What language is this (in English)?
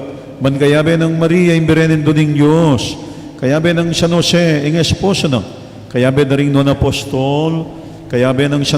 Pampanga